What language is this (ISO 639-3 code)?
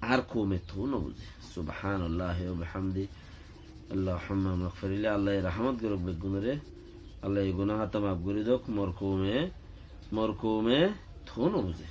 rhg